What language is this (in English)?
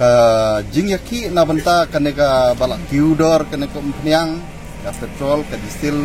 Khasi